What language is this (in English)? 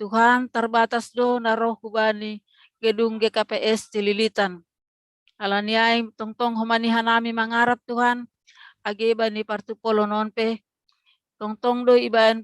Batak Simalungun